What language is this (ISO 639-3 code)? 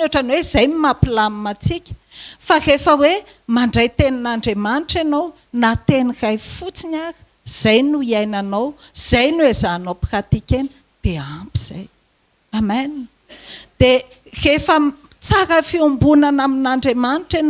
mlg